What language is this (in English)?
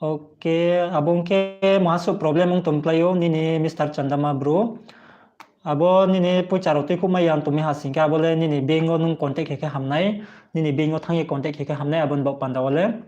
Riang (India)